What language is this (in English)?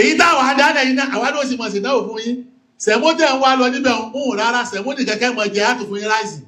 Yoruba